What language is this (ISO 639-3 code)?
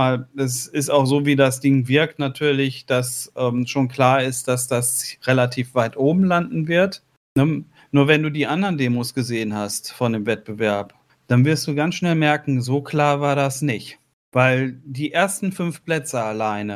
deu